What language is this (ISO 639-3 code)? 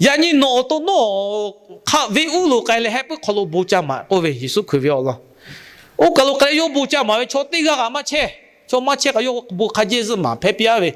lhu